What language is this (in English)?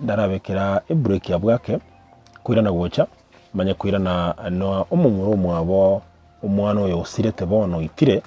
Gusii